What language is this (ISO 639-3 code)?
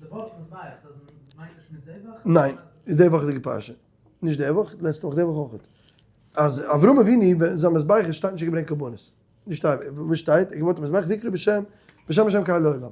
yid